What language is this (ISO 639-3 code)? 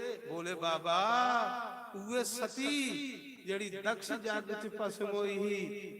doi